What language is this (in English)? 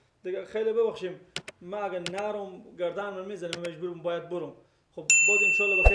Persian